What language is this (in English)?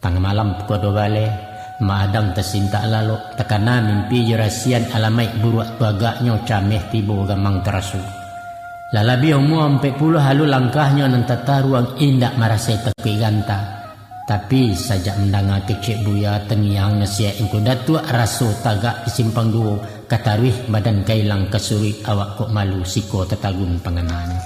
Minangkabau